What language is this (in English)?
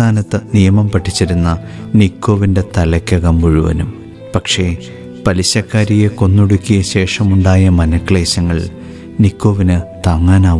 Malayalam